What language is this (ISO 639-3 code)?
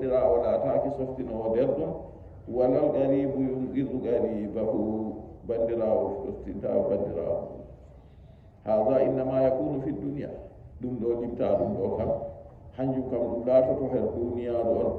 fuv